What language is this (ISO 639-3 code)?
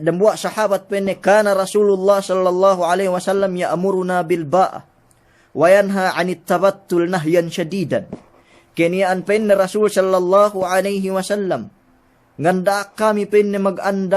yka